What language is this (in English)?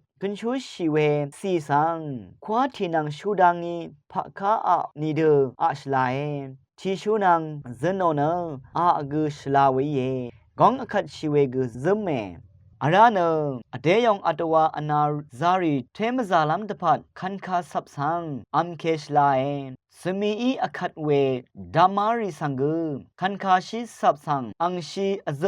Rawang